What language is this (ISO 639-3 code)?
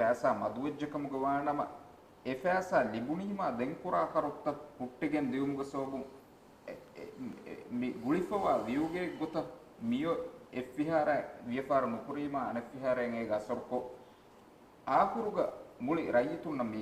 div